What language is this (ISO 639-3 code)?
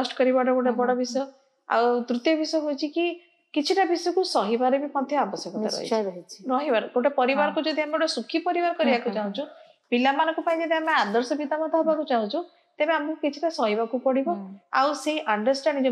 ori